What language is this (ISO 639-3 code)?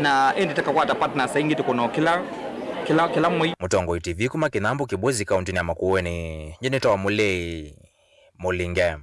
kam